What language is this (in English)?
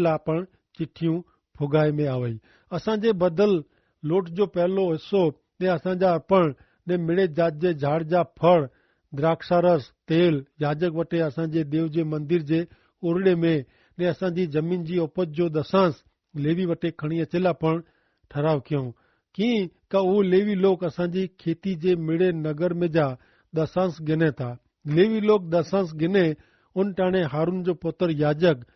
Kachhi